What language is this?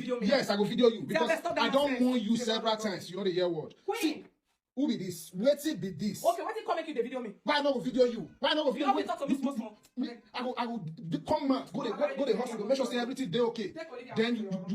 Nigerian Pidgin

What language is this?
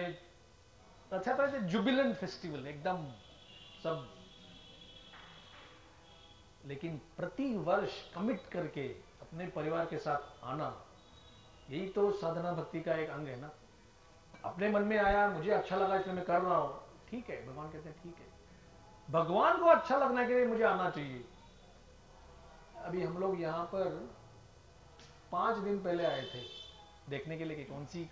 Hindi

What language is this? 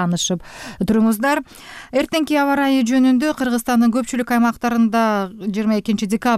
Kyrgyz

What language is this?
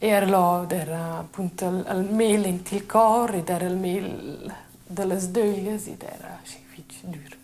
Romansh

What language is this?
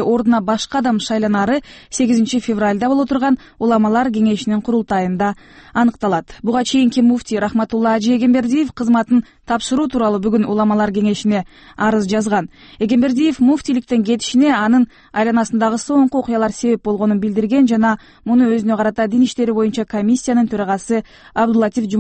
Kyrgyz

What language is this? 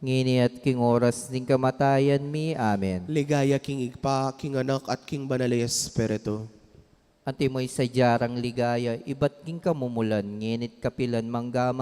Pampanga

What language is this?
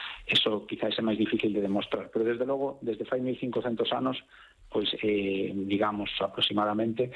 Galician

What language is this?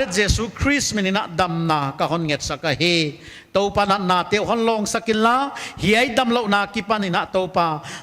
Paite Chin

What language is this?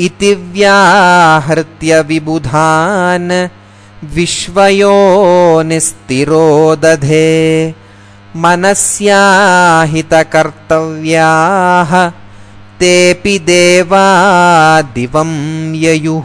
Sanskrit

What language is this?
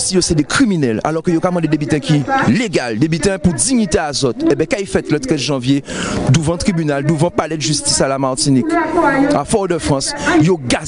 Guadeloupean Creole French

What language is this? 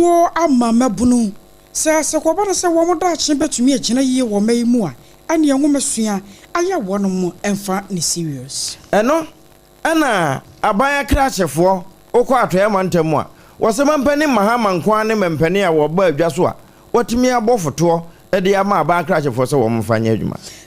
Akan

